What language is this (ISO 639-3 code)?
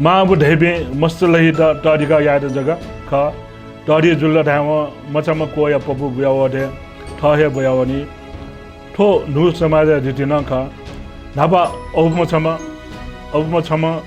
new